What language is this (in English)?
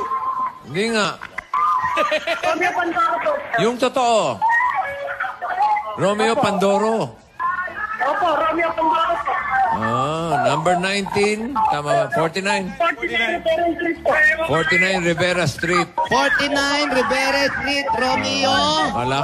Filipino